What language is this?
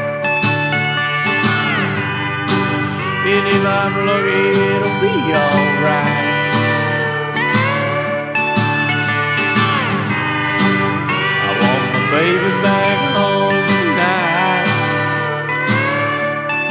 English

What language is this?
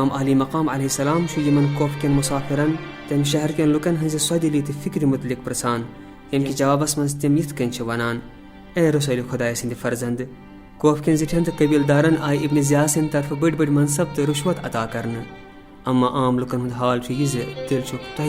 Kashmiri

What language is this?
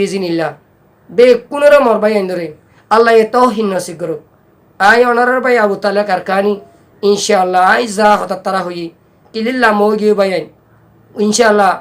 Rohingya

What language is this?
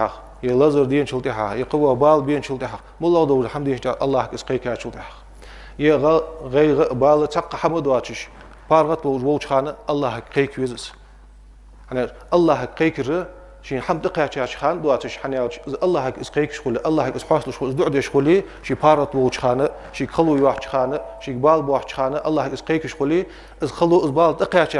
Ingush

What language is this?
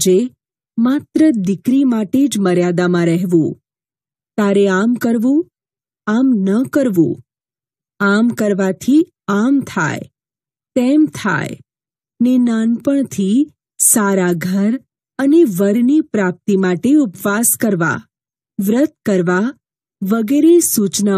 Gujarati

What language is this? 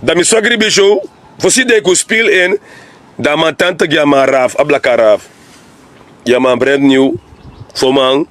Sranan Tongo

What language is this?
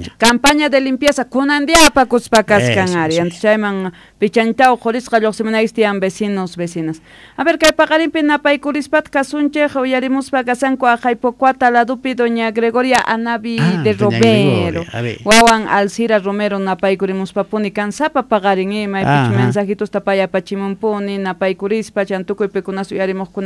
South Bolivian Quechua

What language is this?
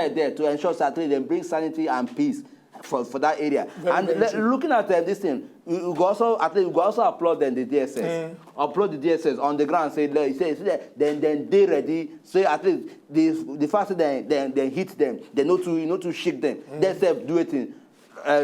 Nigerian Pidgin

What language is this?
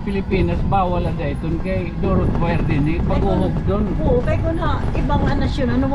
Waray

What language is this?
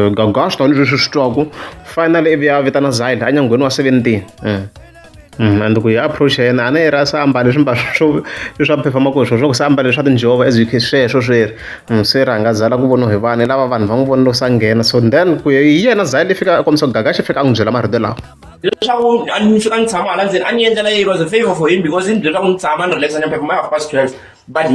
Tsonga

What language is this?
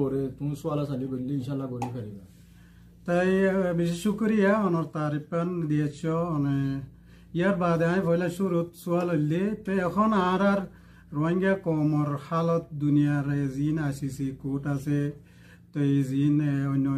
Rohingya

